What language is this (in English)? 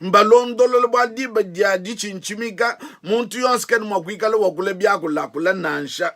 Luba-Lulua